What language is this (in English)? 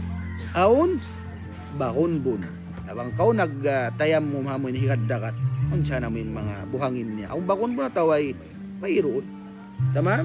Tausug